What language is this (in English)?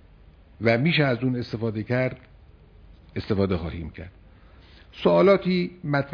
Persian